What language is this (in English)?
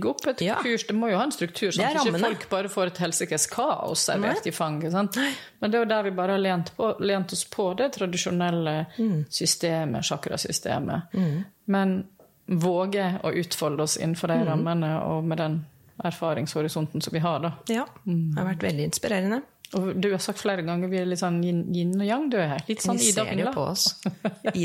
Norwegian